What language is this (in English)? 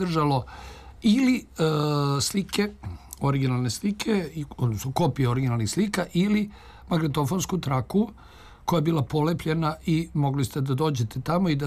Serbian